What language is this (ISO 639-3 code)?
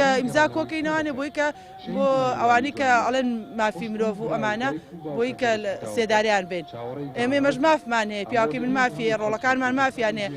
ckb